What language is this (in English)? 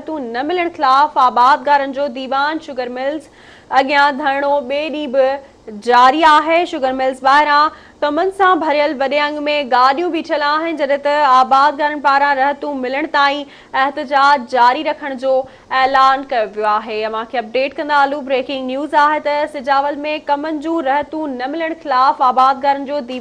Sindhi